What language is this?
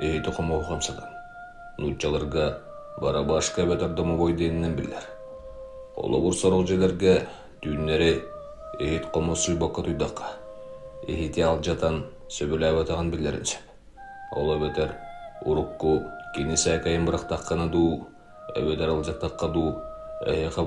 Yakut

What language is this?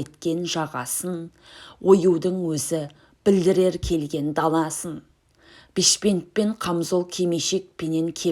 Kazakh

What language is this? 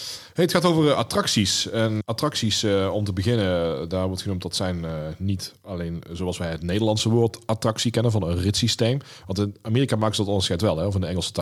Dutch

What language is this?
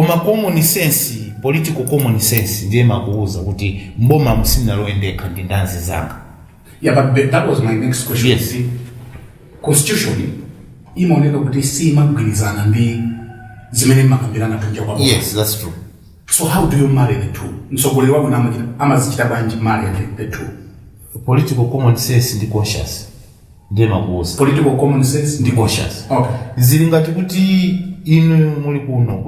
Nyanja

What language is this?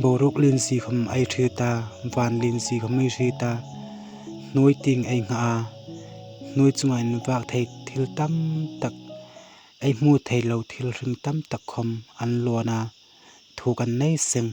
Hmar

